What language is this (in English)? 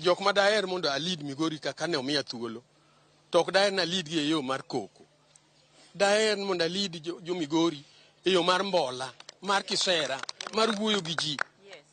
Luo (Kenya and Tanzania)